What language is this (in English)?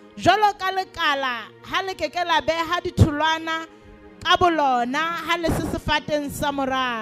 Southern Sotho